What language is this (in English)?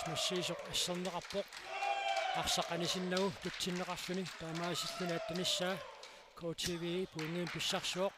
Kalaallisut